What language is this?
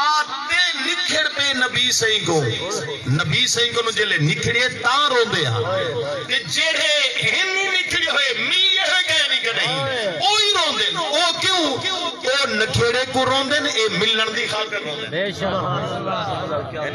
Saraiki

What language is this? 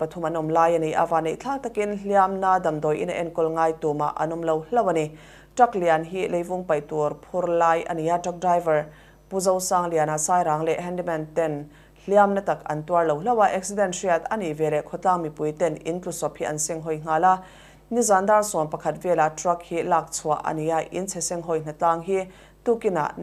Mizo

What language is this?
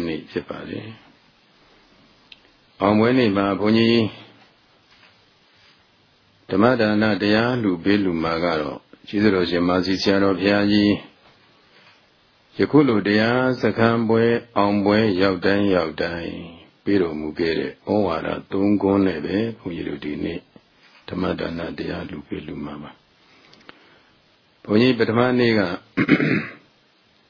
Burmese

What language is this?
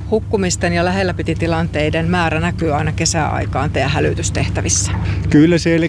Finnish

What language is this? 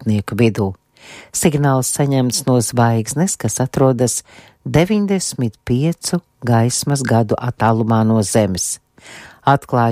Latvian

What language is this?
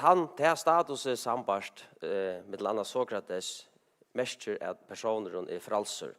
Faroese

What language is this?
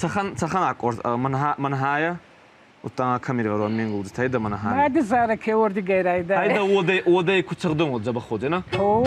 Ossetic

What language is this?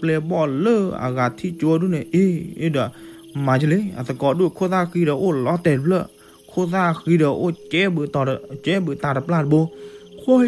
S'gaw Karen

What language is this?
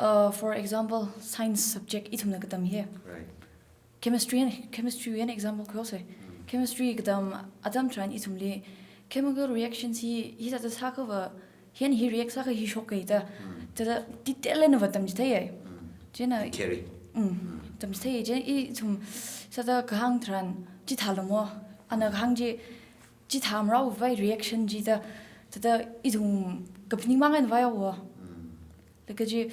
Tangkhul Naga (India)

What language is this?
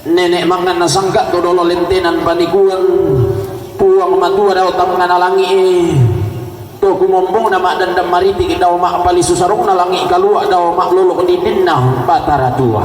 Toraja-Sa'dan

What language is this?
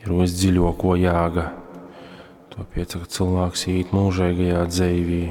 Latgalian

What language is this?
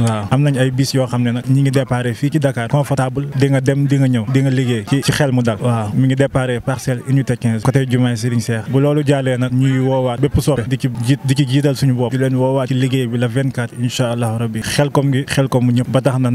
Wolof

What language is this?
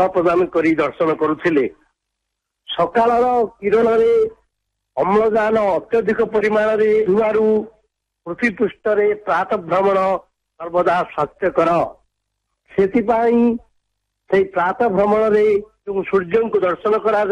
Odia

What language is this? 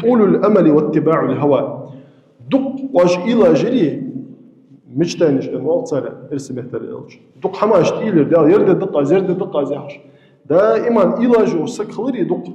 Ingush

